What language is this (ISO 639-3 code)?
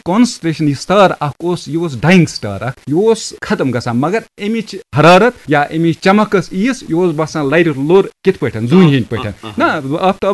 kas